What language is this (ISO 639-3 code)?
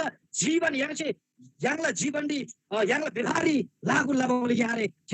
taj